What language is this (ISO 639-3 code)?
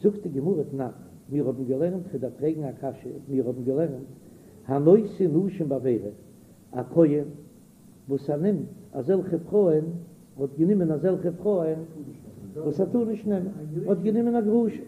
yid